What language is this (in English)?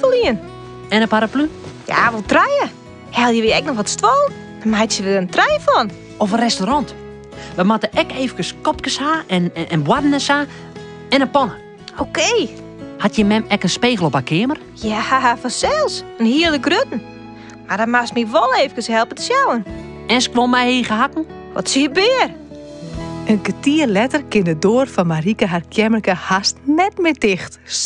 Western Frisian